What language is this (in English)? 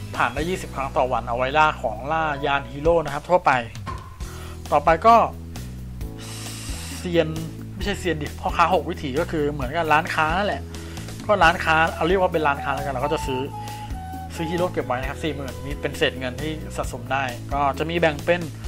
Thai